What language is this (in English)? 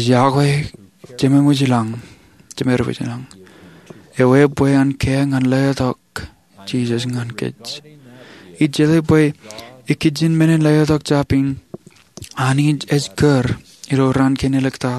Marshallese